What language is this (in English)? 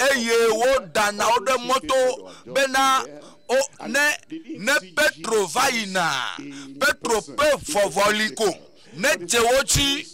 Ewe